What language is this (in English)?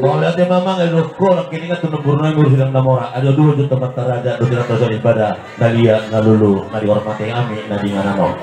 Batak Toba